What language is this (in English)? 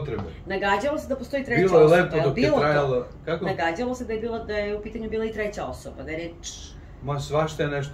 Serbian